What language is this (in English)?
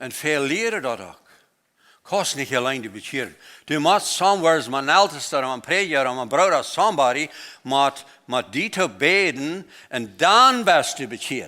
Plautdietsch